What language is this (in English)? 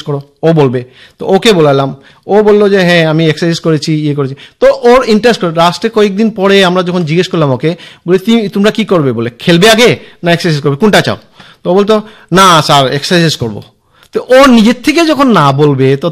Bangla